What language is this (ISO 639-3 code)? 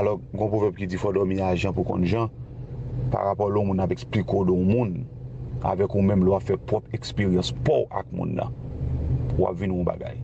hat